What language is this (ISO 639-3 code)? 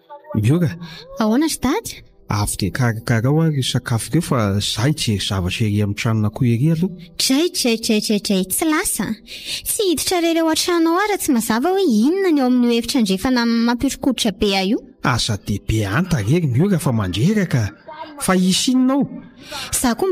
mlg